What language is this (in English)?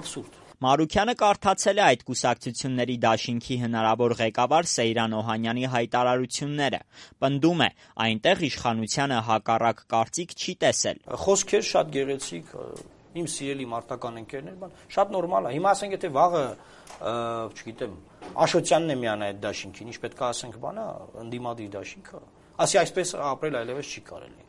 Armenian